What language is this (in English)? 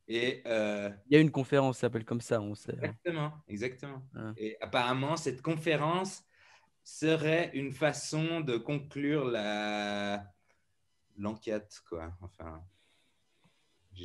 French